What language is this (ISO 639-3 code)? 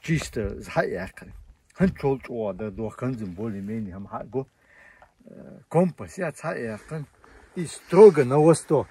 che